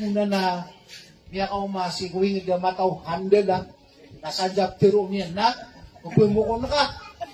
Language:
Maranao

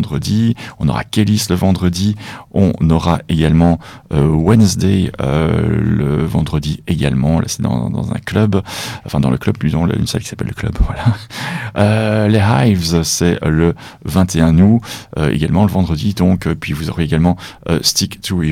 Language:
French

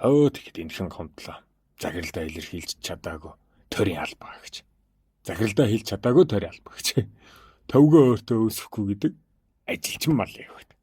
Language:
Mongolian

